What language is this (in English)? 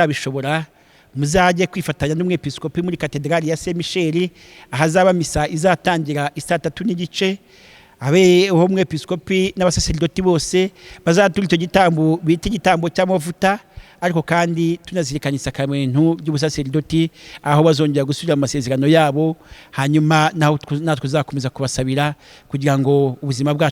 Kinyarwanda